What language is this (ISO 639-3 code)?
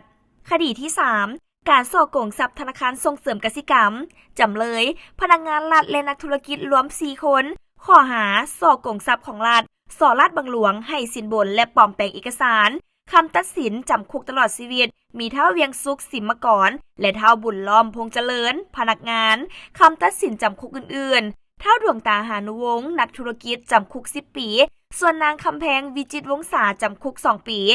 lao